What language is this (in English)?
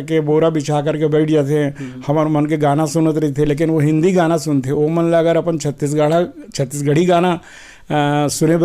Chhattisgarhi